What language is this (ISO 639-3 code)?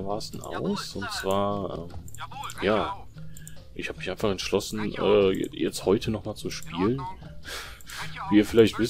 deu